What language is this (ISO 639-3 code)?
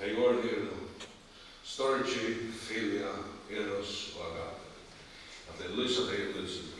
fao